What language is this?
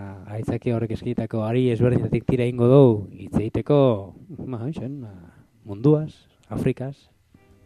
Basque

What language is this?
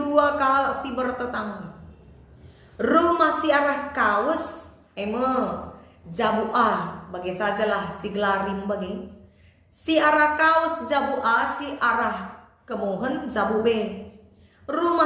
Batak Karo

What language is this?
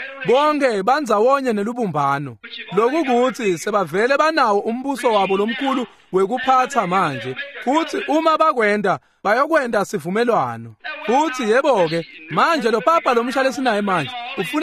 Swati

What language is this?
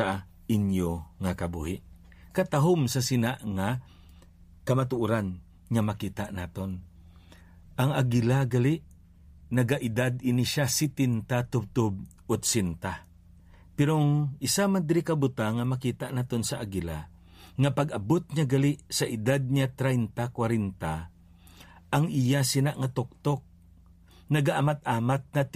Hiligaynon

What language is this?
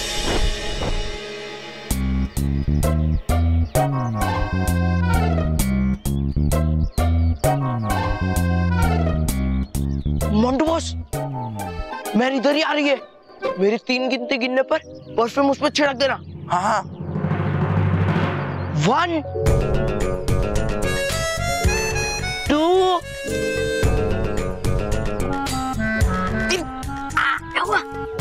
Hindi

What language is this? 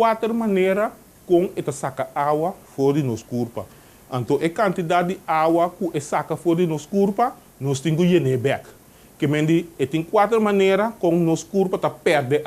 Papiamento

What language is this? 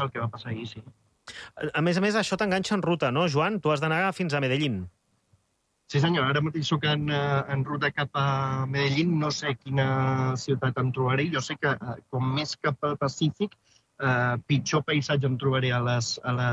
Catalan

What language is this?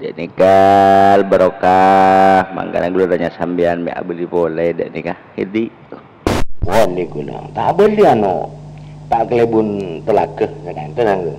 Madurese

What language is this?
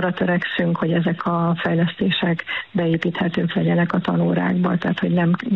Hungarian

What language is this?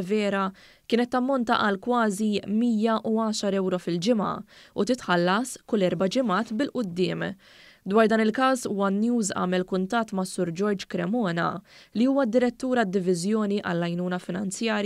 Maltese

